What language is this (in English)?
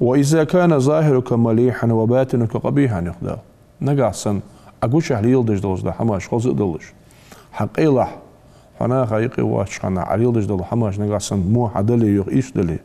Ingush